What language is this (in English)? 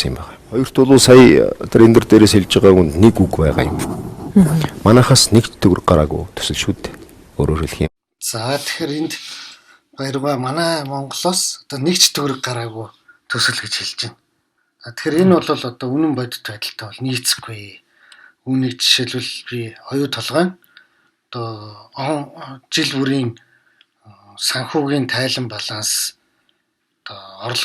Mongolian